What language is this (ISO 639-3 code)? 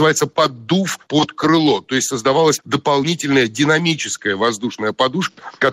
rus